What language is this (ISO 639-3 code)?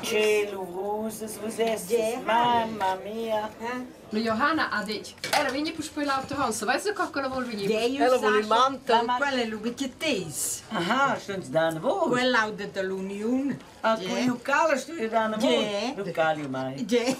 roh